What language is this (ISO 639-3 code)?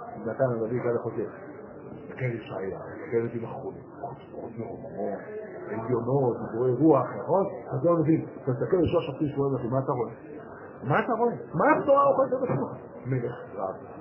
heb